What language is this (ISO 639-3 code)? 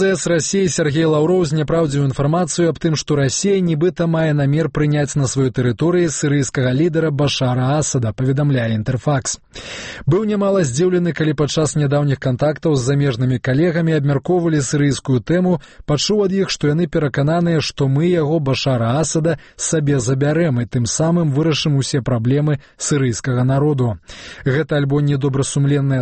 bel